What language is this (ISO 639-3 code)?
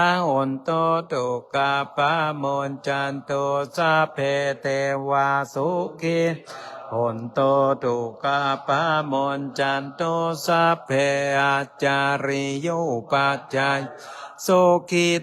pli